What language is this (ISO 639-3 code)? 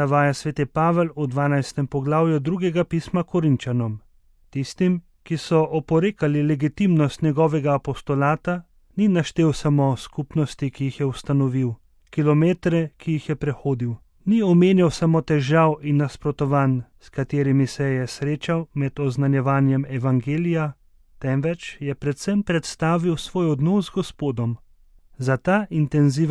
slv